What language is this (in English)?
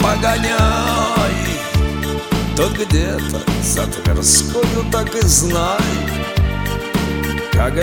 Russian